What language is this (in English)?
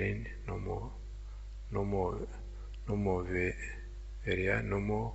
Zaza